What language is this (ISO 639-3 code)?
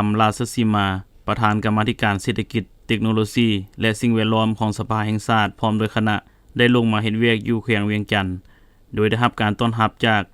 lao